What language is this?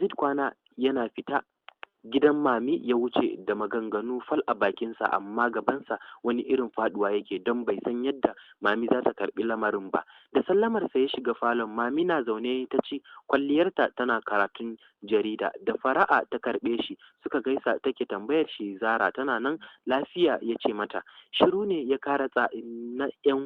Hausa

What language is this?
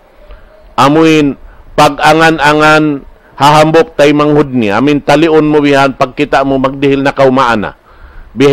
Tausug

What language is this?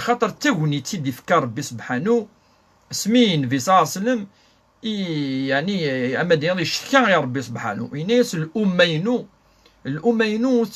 Kabyle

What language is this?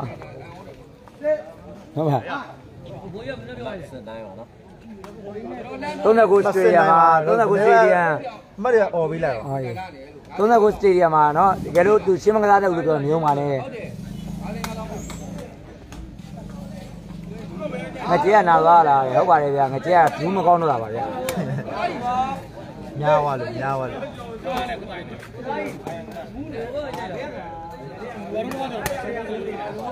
Burmese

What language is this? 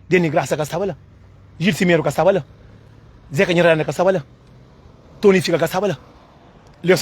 Kabuverdianu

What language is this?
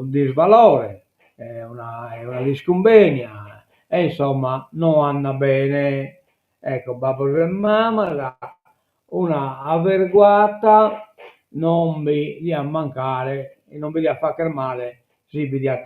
Sardinian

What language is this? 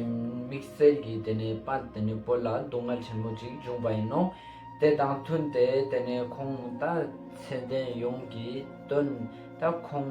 Ladakhi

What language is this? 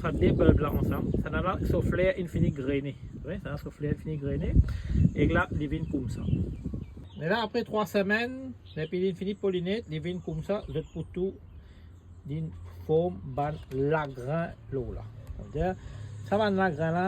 Morisyen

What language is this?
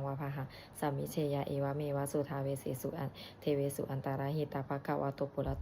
Pali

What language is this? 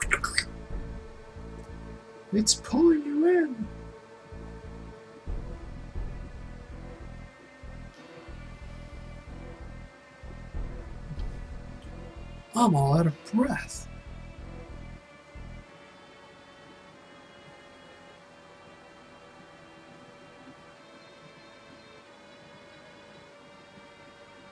English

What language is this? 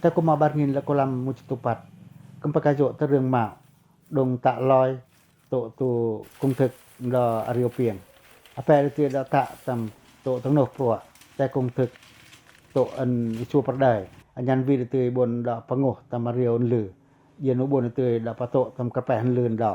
Pacoh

